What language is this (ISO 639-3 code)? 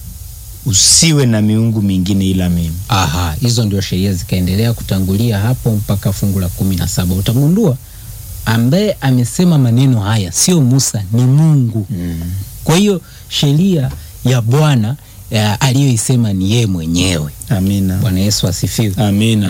swa